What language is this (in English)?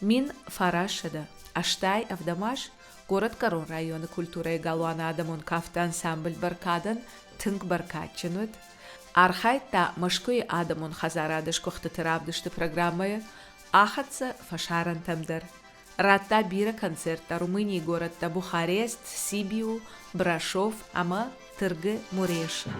Ossetic